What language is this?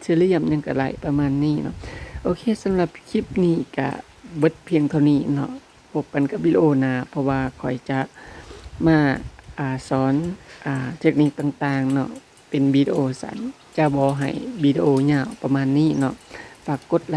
Lao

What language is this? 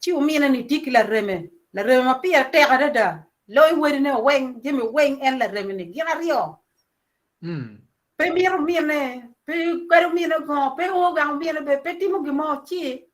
Acoli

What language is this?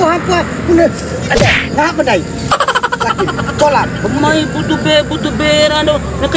Bima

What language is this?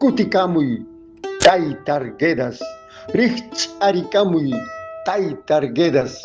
Quechua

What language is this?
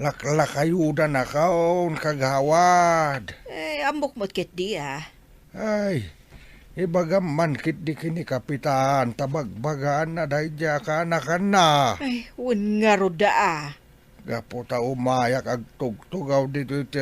Iloko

